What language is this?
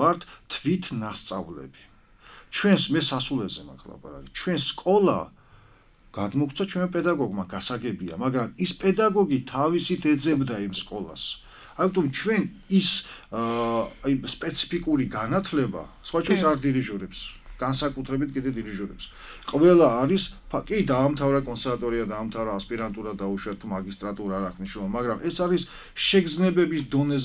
Georgian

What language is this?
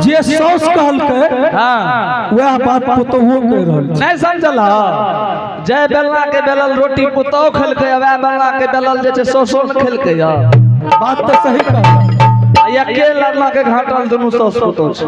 Angika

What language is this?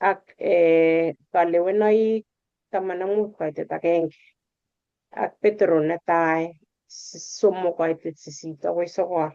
Kalenjin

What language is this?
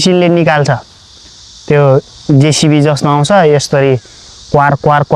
Nepali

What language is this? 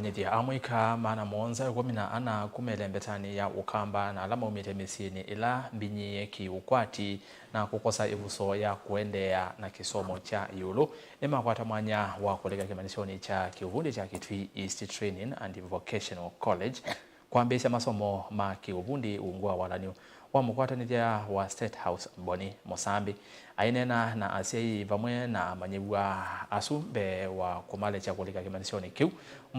Kamba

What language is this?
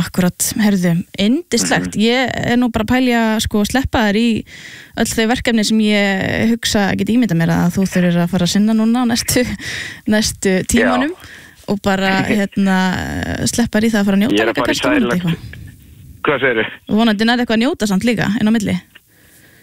Icelandic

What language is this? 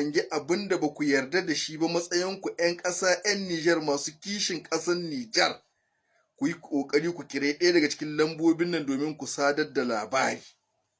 Hausa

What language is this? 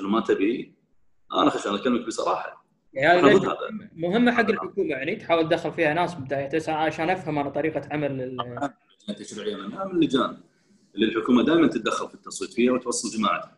Gulf Arabic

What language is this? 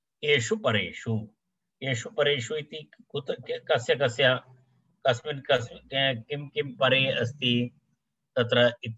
Sanskrit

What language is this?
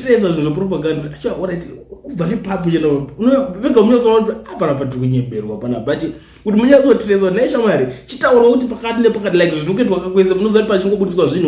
Shona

